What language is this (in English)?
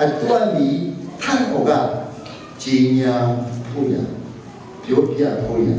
Hakha Chin